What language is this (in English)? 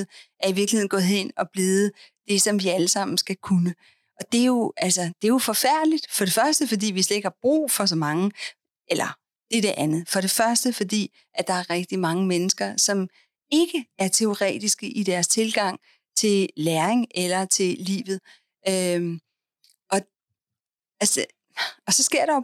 Danish